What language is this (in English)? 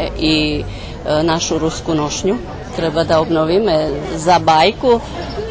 Rusyn